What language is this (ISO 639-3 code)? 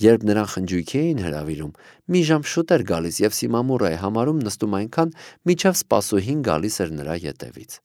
hye